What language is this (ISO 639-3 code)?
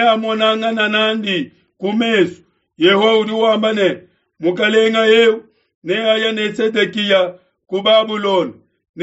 lua